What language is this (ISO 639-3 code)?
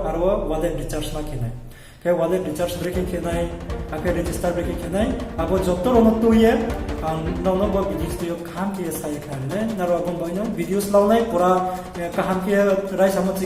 ria